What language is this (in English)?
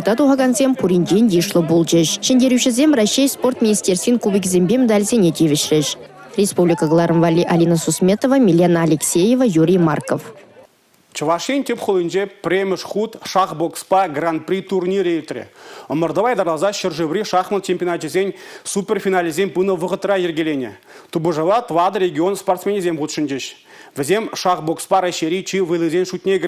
Chuvash